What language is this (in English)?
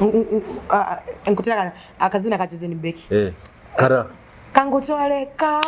Nyoro